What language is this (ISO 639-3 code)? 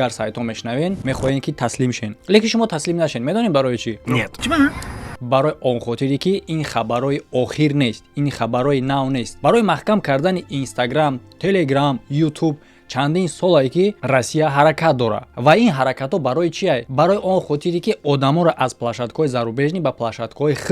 tgk